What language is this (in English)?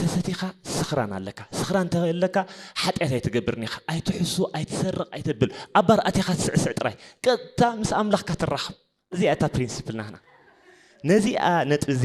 Tigrinya